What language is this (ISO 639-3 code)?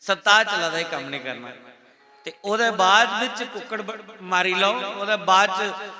doi